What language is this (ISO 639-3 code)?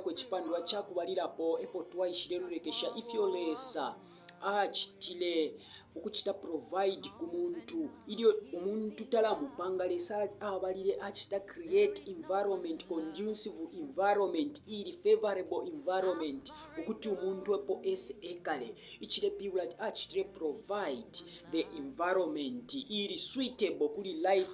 bem